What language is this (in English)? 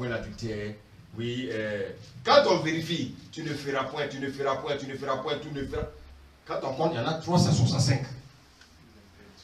French